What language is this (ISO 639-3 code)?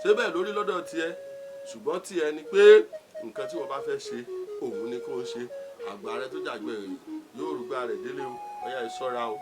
yor